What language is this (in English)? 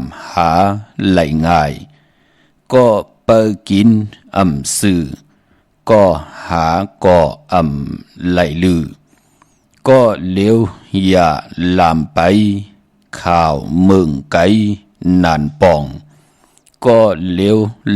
Shan